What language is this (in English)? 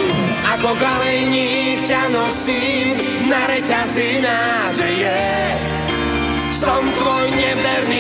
Slovak